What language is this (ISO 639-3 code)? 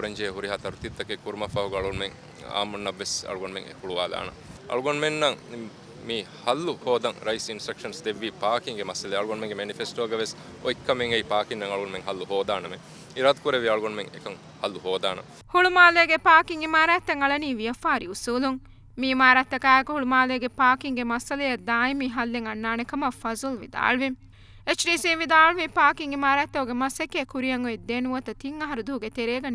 div